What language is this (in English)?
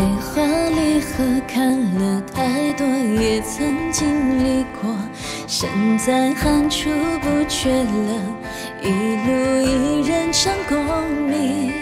Chinese